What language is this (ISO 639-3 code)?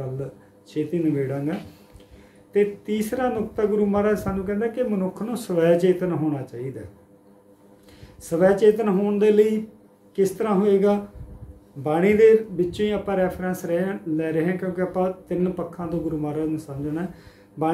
pan